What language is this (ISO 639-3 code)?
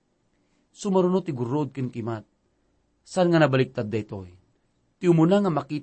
ilo